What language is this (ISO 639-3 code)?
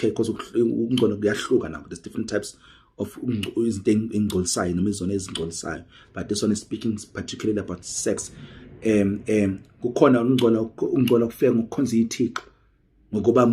zul